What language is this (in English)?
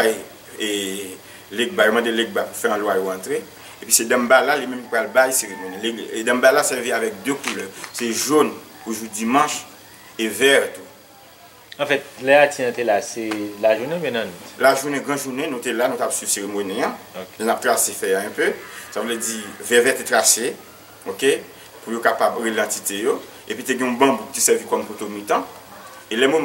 Haitian Creole